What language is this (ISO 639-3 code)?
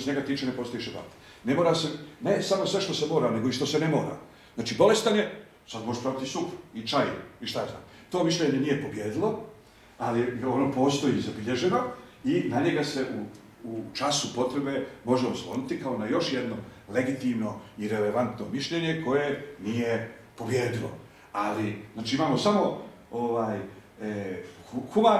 bos